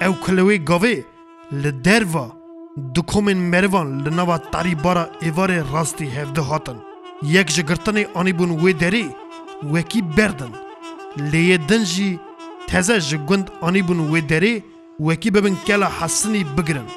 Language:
Kurdish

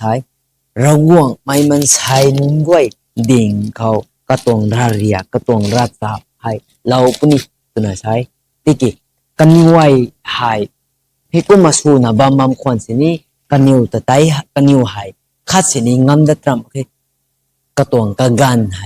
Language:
Rongmei Naga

